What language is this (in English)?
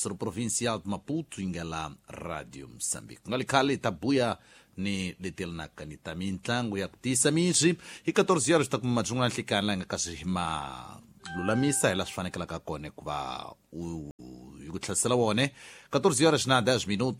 Tsonga